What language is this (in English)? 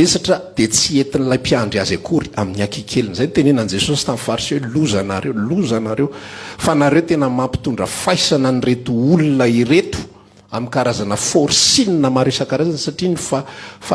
Malagasy